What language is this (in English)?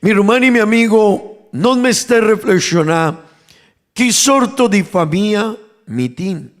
Papiamento